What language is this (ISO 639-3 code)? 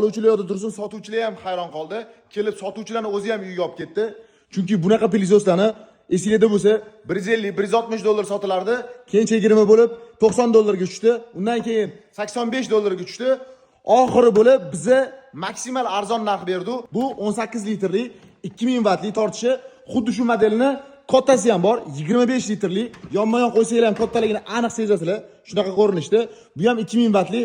uzb